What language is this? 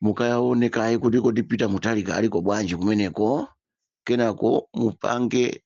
Nyanja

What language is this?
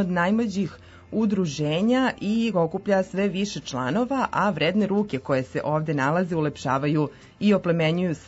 Serbian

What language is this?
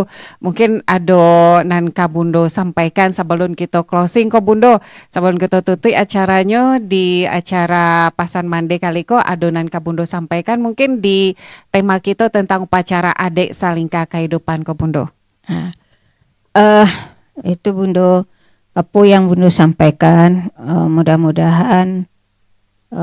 Minangkabau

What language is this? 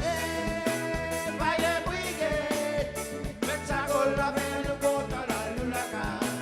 Morisyen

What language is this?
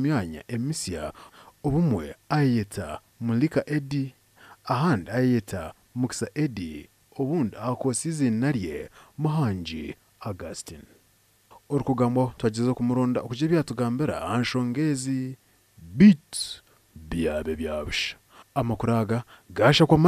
Nyankole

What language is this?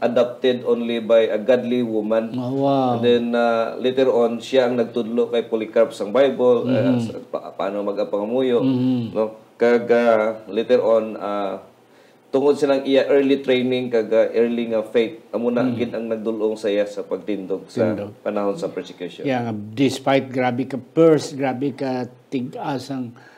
Hiligaynon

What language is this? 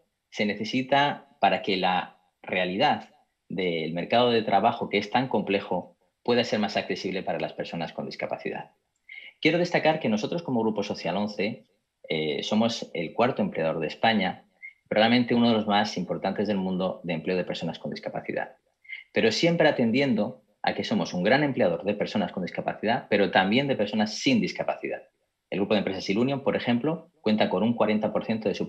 Spanish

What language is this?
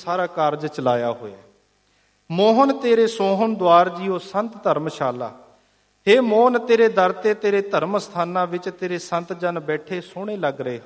Punjabi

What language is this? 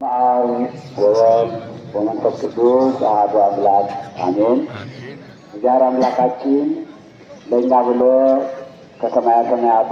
Amharic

